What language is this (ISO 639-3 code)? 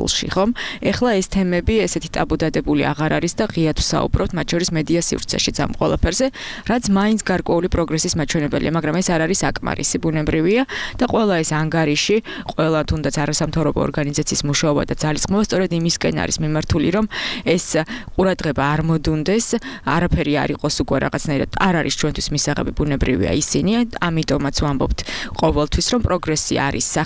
kat